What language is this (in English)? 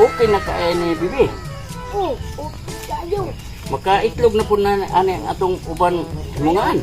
Cebuano